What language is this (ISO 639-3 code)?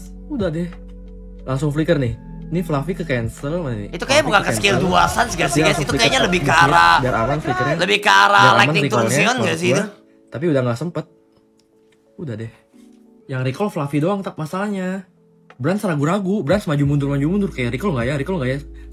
ind